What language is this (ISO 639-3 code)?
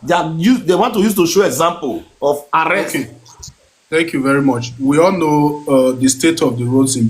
pcm